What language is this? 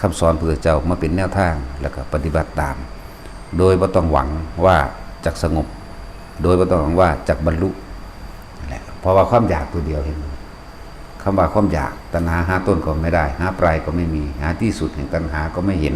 Northeastern Thai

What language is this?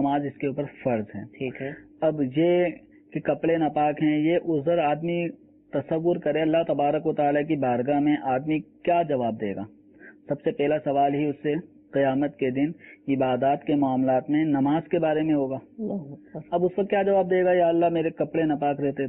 Urdu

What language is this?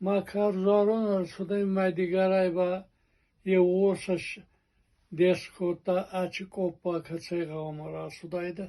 Ossetic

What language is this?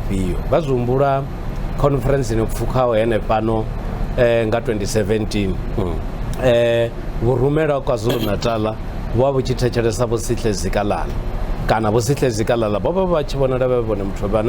Venda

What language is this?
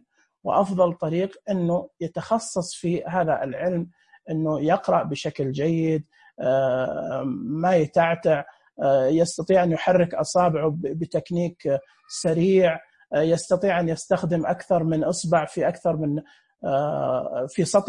Najdi Arabic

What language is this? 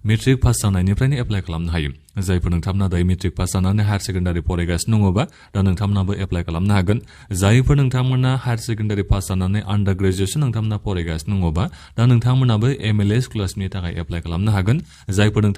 Bodo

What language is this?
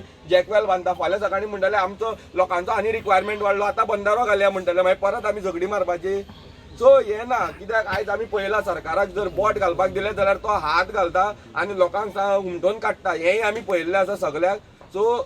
Konkani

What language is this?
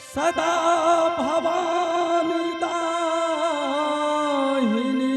Angika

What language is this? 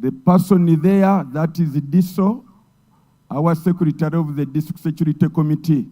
Nyankole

